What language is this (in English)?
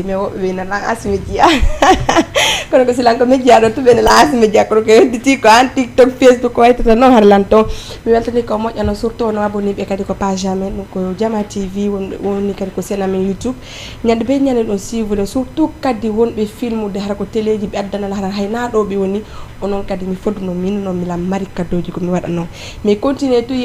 Fula